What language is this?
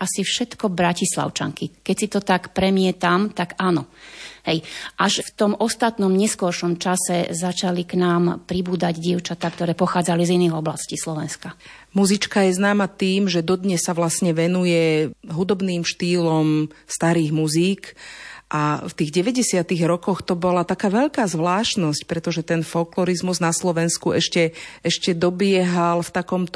Slovak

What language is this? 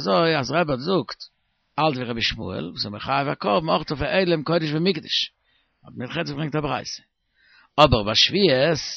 Yiddish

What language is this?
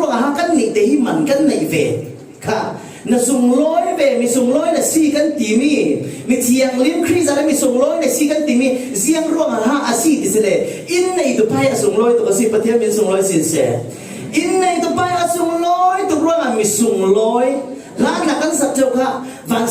Falam Chin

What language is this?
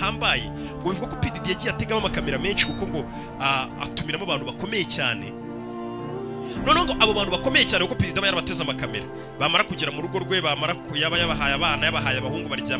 Kinyarwanda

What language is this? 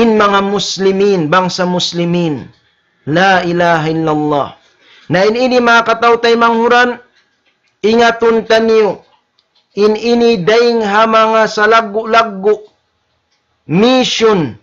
Tausug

